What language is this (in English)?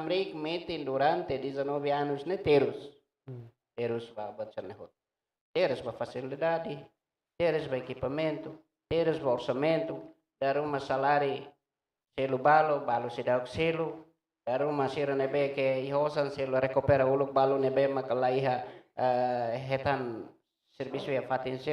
Tetum